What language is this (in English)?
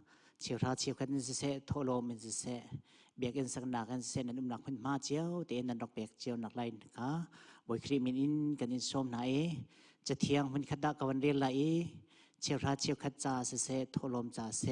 Hakha Chin